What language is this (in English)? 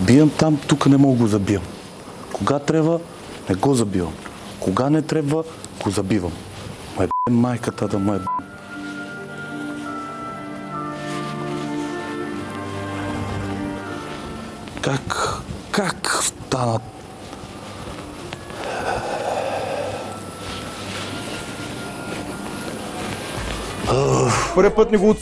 Bulgarian